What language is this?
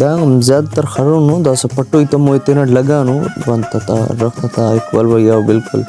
Brahui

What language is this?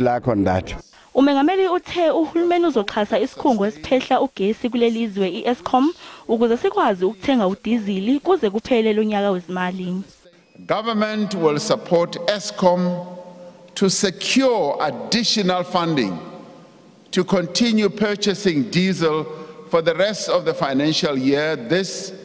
Zulu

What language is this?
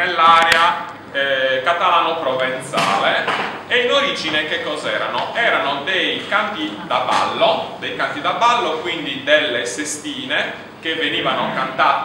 Italian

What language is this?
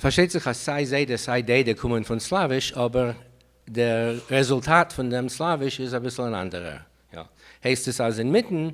Yiddish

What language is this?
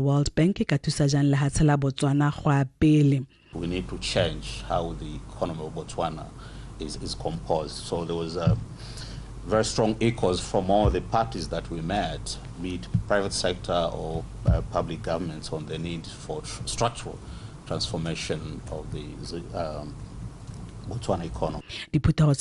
Tswana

